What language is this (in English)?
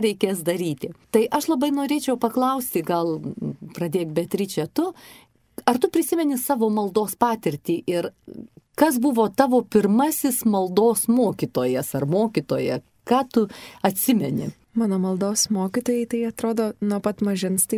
Lithuanian